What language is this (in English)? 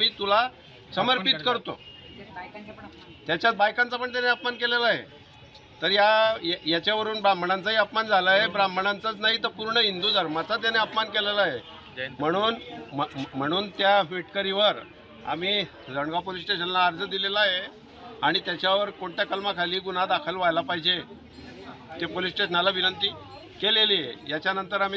Marathi